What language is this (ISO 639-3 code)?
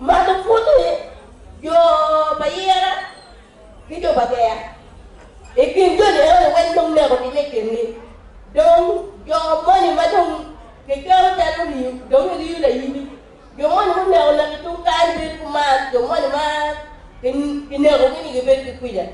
ach